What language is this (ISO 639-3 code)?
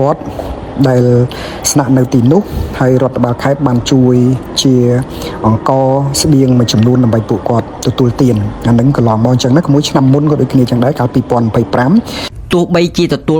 khm